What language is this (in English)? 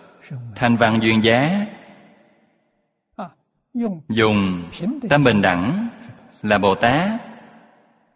Vietnamese